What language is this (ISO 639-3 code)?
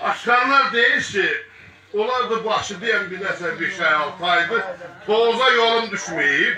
azb